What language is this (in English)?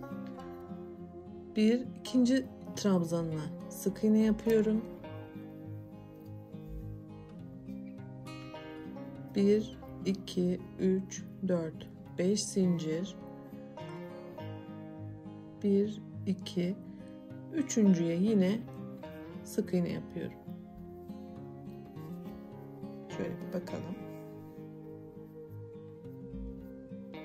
Turkish